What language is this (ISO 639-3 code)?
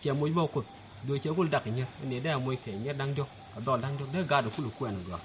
nus